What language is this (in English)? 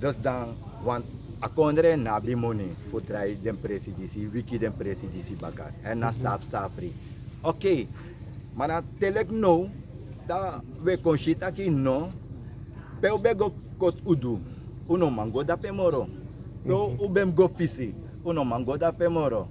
Sranan Tongo